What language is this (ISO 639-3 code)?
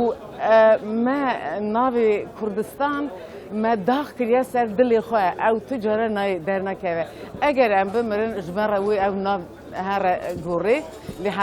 kur